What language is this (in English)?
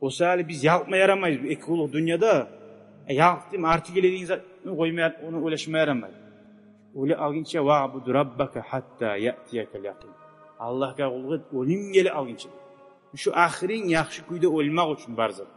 Kumyk